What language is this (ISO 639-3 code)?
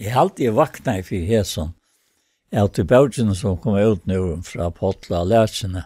fao